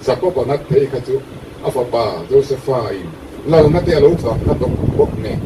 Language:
Mizo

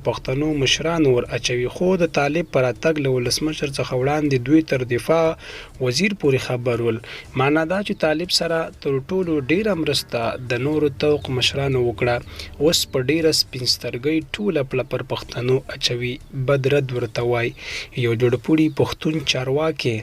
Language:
Pashto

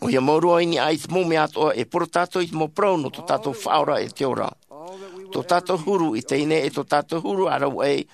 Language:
Tahitian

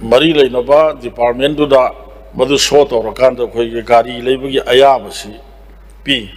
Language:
Manipuri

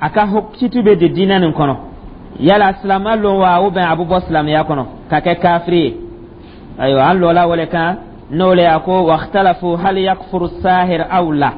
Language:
Dyula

